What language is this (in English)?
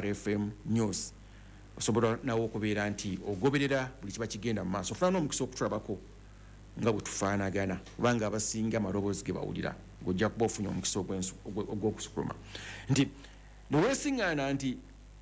Ganda